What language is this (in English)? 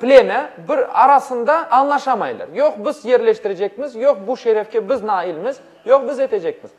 Crimean Tatar